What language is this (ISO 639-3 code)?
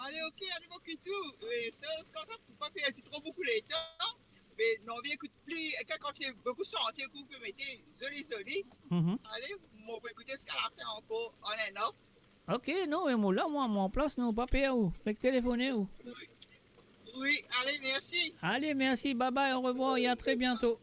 mfe